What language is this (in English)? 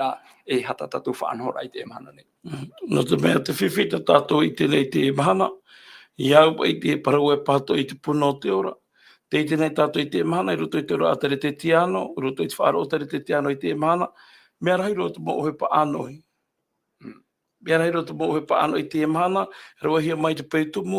Tahitian